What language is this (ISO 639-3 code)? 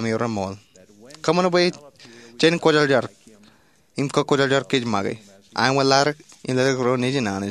mah